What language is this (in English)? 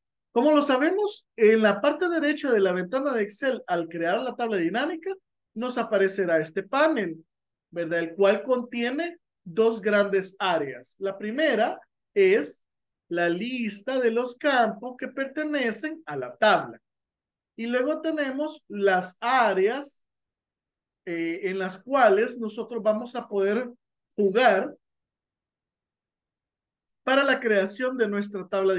Spanish